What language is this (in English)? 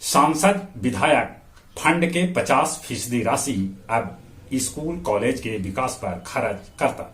Magahi